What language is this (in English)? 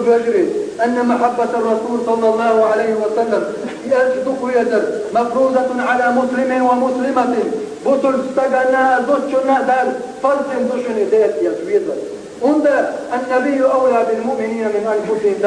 Chechen